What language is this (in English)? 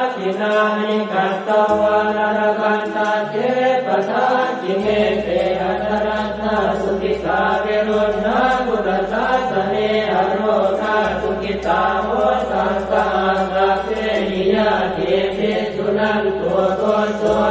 Pali